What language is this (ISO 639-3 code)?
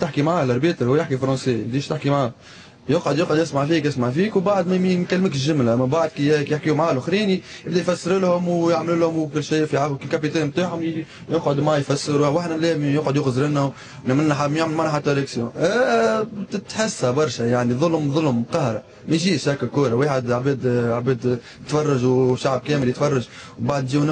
aeb